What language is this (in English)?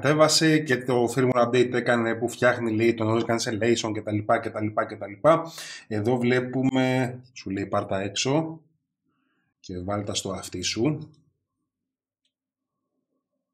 Greek